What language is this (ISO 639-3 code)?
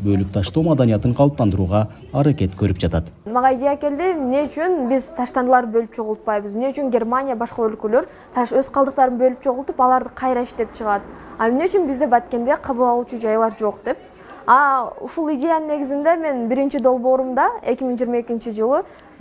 kir